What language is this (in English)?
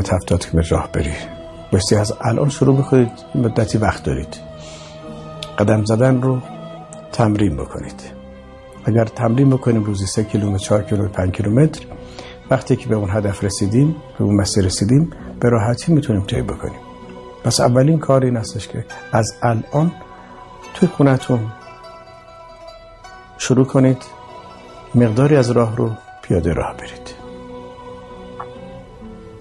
Persian